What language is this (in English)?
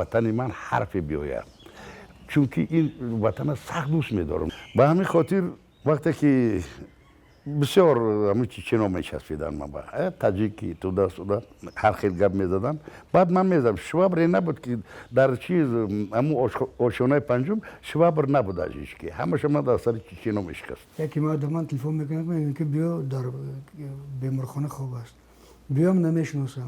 Tajik